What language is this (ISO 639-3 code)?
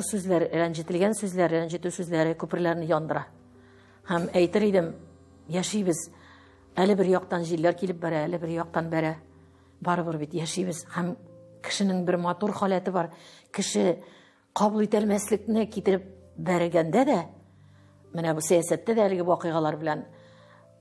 tat